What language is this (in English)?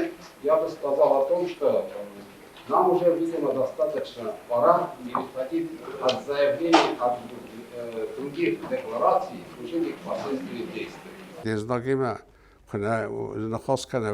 Ossetic